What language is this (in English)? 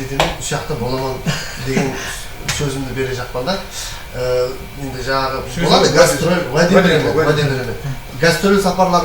Kara-Kalpak